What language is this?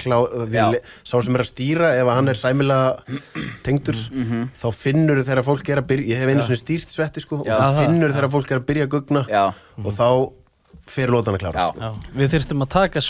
Icelandic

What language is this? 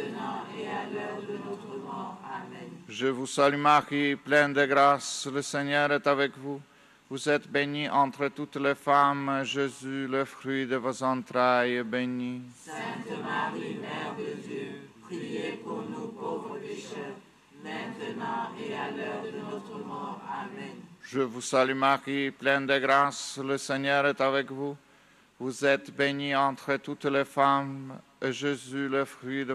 French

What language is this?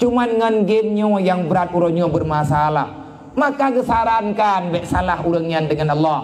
Achinese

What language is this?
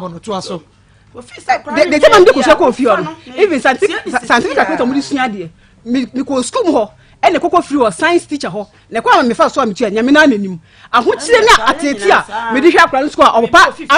Akan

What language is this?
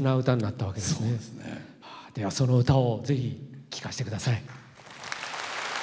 Japanese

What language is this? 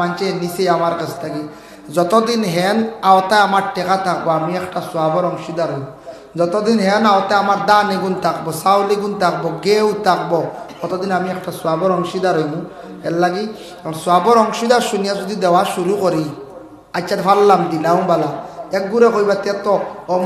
Sylheti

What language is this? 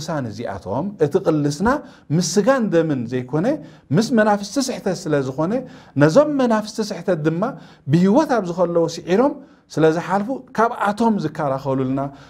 Tigrinya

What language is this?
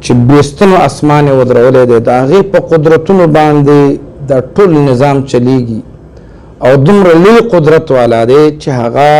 Pashto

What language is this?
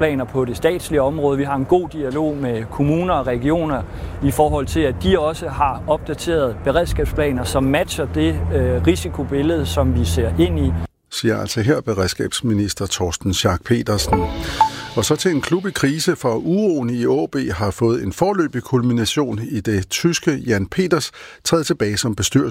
Danish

